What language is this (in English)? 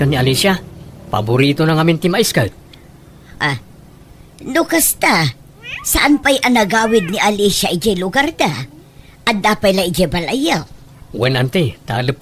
Iloko